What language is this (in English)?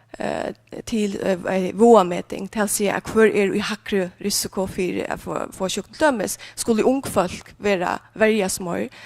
Faroese